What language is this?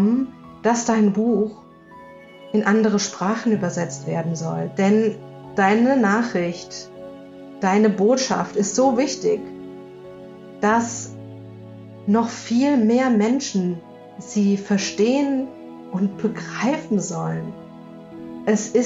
German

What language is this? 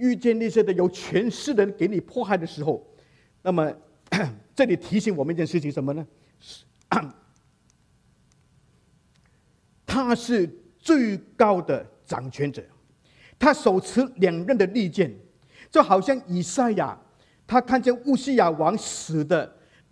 Chinese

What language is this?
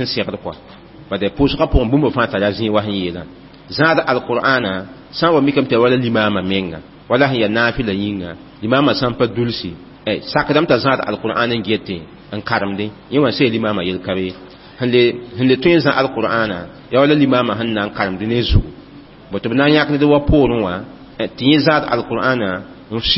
Mossi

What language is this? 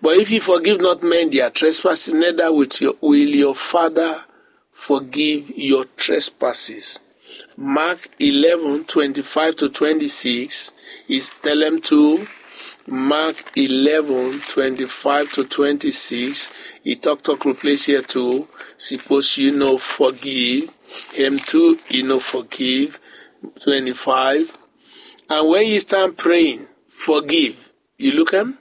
Bislama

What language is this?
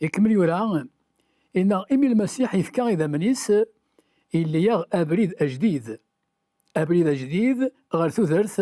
Kabyle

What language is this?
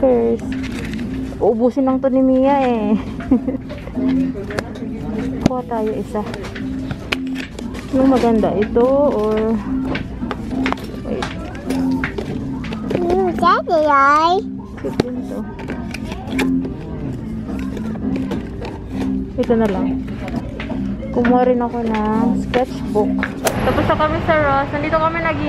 Filipino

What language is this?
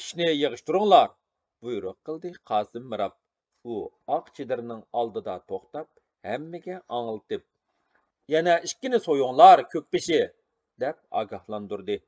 Uyghur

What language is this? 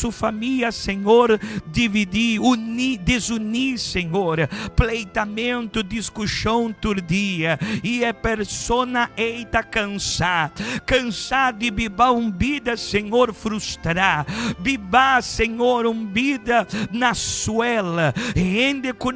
Papiamento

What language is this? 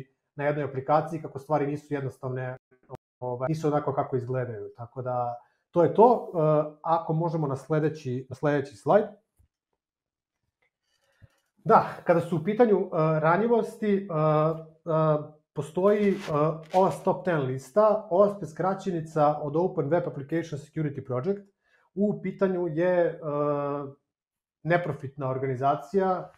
Serbian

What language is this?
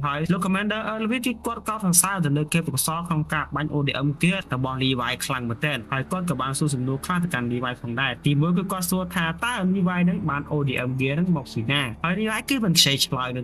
Khmer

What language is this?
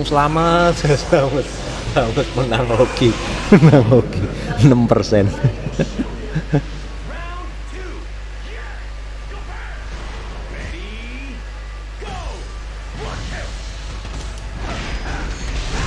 Indonesian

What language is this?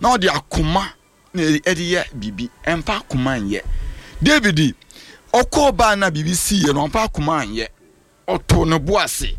Akan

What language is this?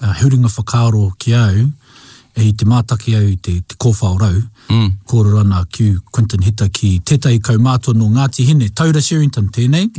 Māori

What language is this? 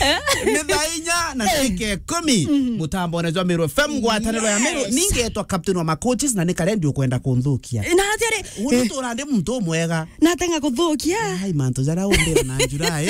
Meru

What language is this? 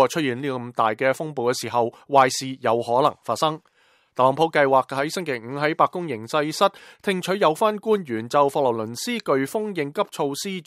Cantonese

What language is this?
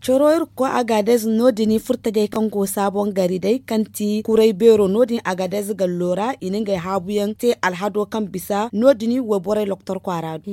Zarma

